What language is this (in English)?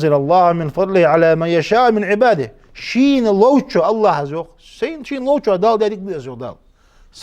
Ingush